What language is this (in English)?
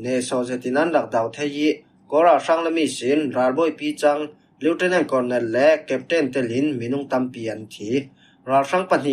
Falam Chin